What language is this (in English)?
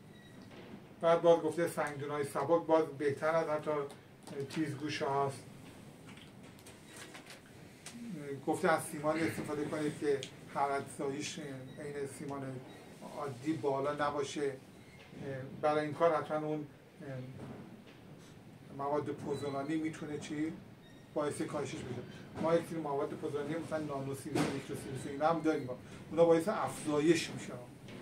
Persian